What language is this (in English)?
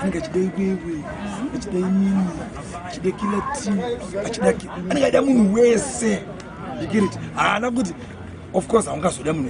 Shona